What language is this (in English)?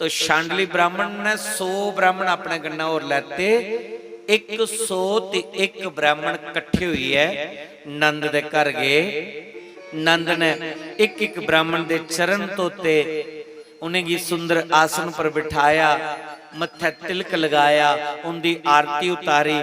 Dogri